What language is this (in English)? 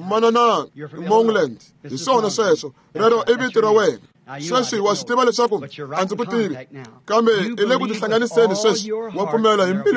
Tsonga